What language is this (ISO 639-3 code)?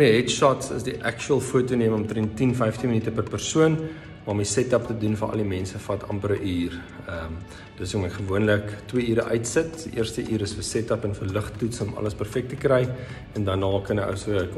afr